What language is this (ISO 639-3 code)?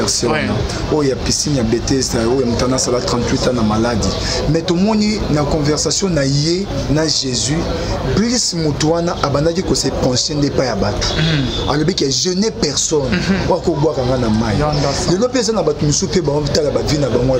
lin